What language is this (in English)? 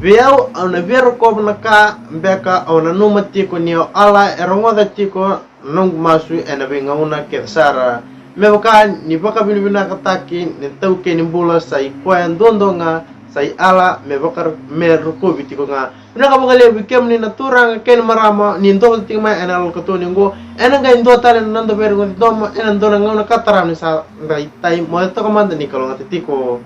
Fijian